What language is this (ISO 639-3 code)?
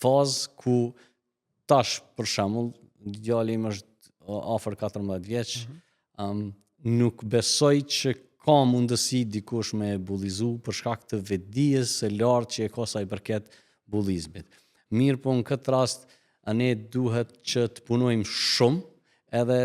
sqi